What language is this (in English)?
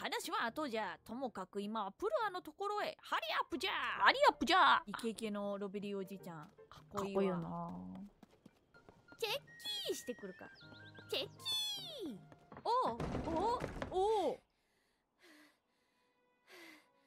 Japanese